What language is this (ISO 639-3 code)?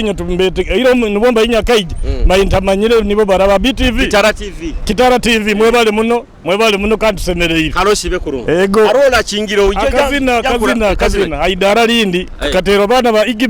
nyo